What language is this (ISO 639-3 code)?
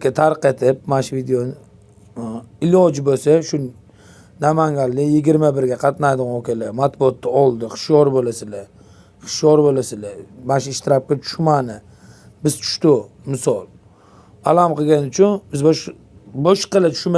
uzb